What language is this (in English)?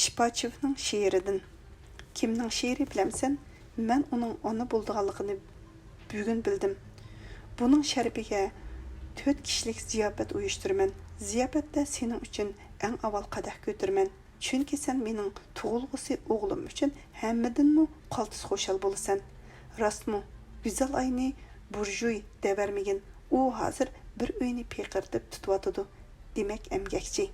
Uyghur